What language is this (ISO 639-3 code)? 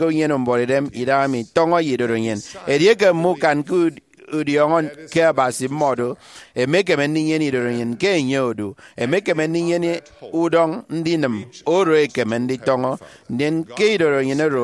efi